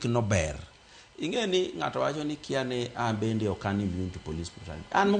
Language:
Luo (Kenya and Tanzania)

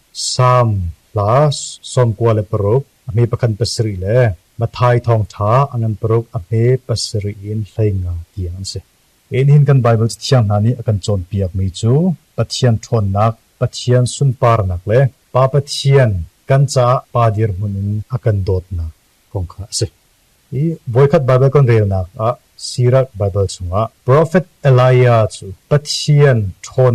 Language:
Hakha Chin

